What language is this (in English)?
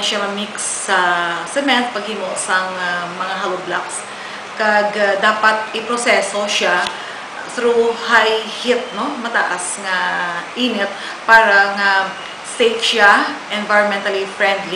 Hiligaynon